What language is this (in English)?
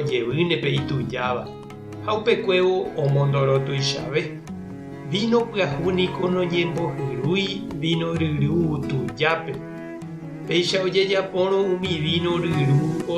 Guarani